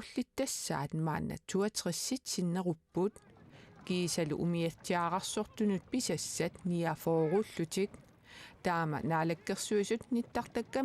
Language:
Kalaallisut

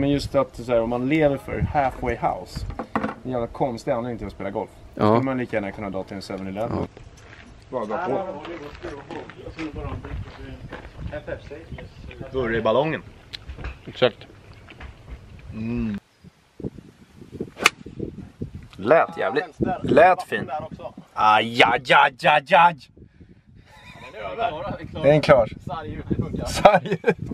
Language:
Swedish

